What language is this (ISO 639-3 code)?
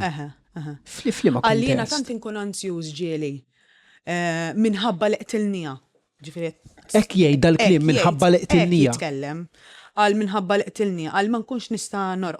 mlt